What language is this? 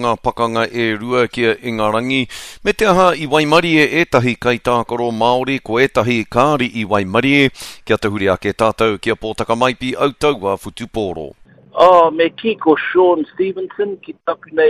Māori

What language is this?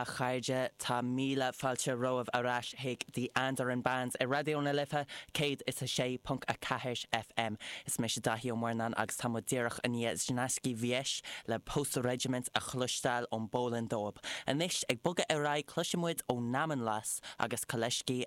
Irish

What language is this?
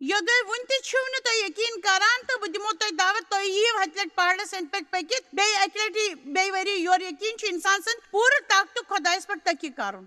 Kashmiri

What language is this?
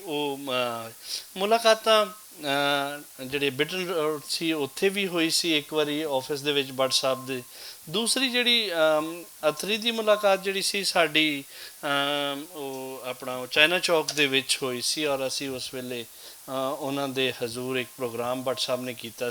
Western Panjabi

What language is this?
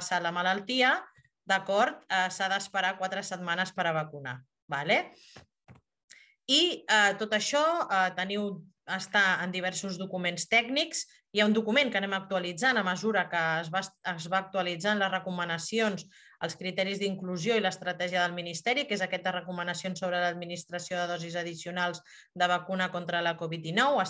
Catalan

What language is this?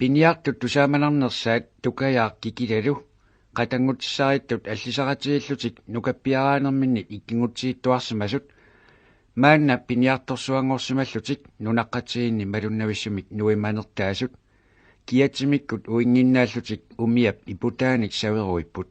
Kalaallisut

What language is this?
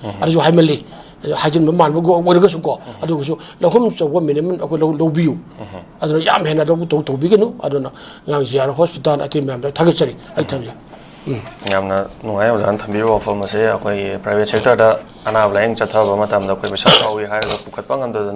Manipuri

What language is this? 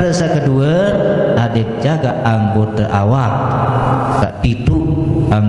Sasak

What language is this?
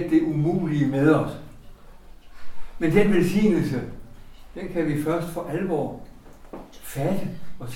Danish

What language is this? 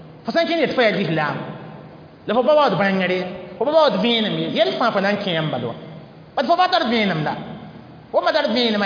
Mossi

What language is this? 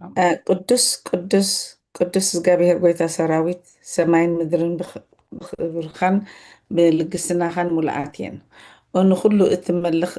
Tigrinya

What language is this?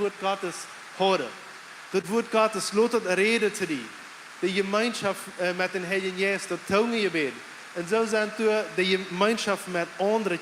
Plautdietsch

